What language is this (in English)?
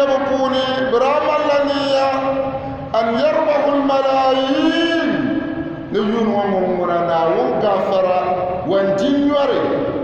Dagbani